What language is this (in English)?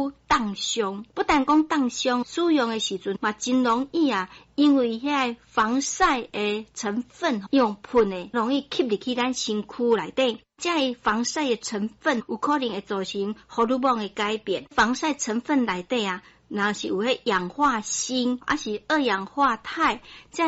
Min Nan Chinese